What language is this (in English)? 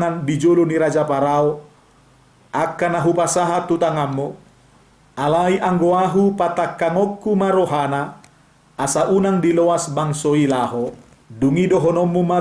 Batak Toba